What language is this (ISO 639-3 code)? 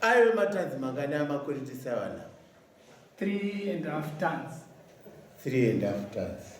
sna